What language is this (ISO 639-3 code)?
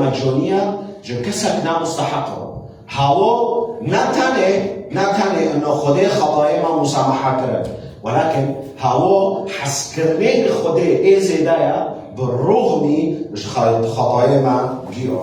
kur